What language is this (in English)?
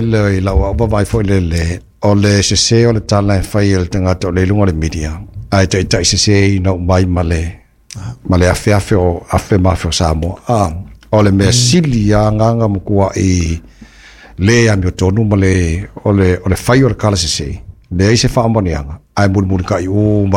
Samoan